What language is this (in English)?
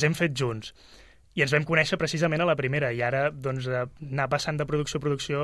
Catalan